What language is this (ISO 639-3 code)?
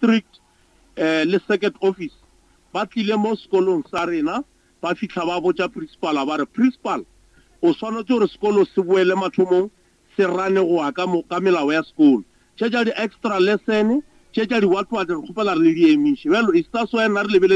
nso